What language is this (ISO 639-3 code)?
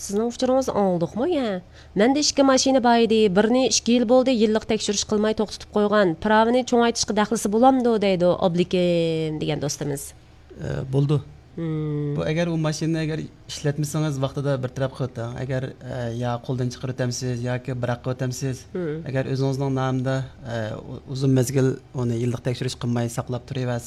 uig